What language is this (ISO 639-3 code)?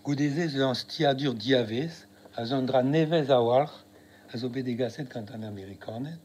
bre